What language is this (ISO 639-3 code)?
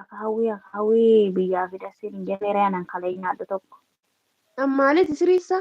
orm